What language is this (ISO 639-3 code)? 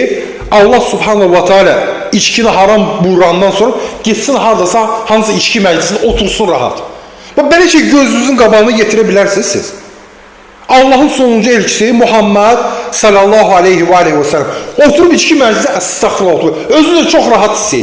aze